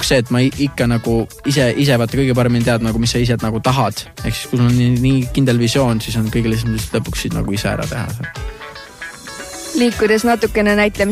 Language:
Estonian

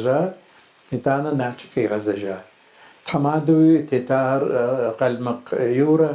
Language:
Kabardian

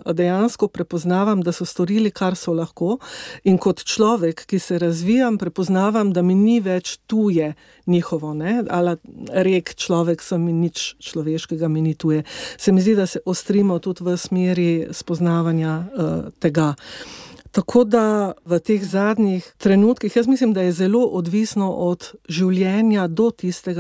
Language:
Slovenian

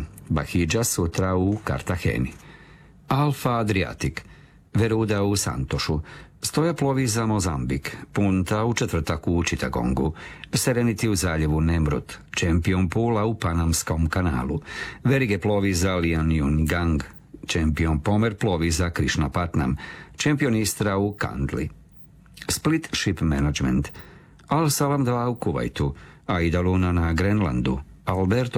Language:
Croatian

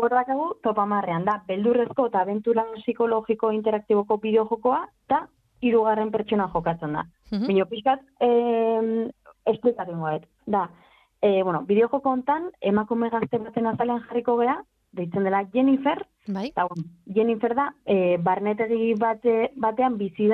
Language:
Basque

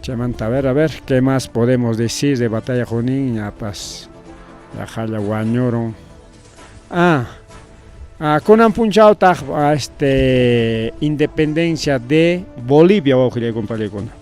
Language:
Ayacucho Quechua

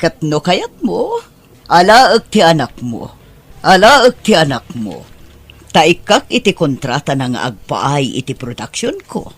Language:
Iloko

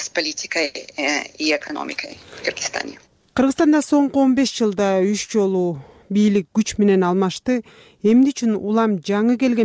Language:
Kyrgyz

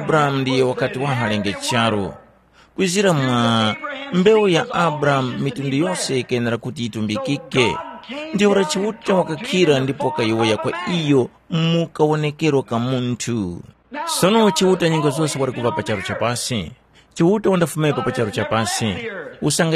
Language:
Tumbuka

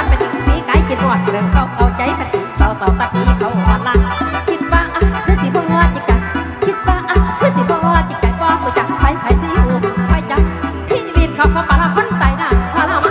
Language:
Northeastern Thai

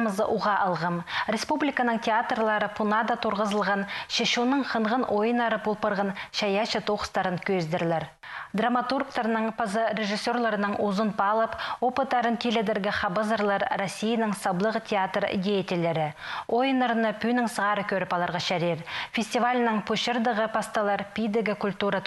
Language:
Khakas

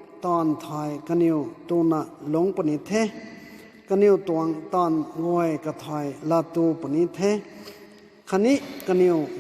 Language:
Rongmei Naga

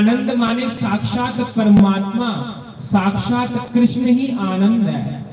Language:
Dogri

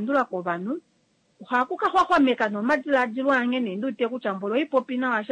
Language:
Kuanyama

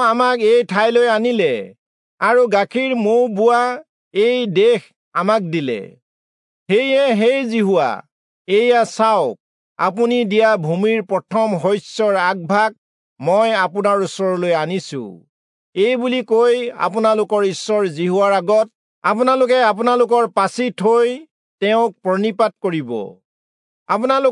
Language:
Assamese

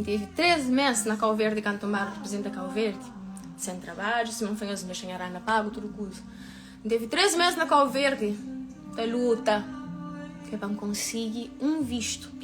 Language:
Kabuverdianu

